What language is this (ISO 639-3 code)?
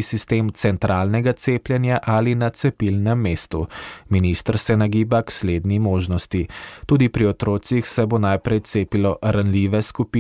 slv